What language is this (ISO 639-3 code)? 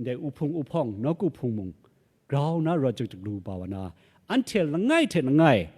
kac